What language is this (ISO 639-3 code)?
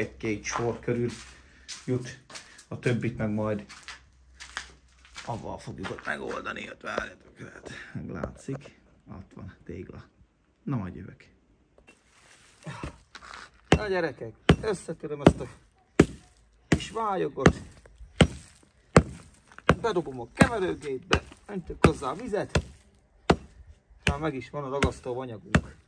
hun